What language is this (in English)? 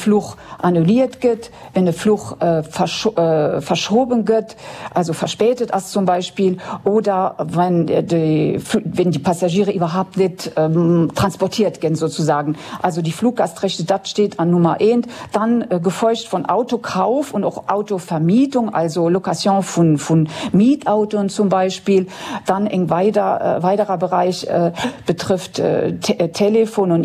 Luxembourgish